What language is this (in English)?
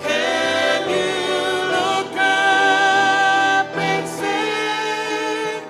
Tongan